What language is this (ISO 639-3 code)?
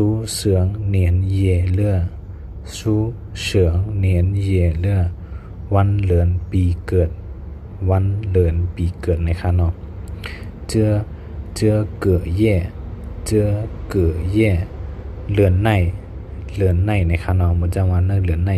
shn